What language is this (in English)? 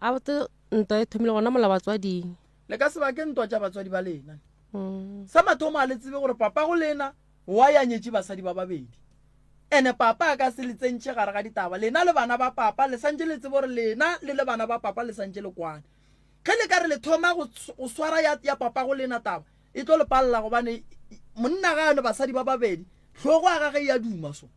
Northern Sotho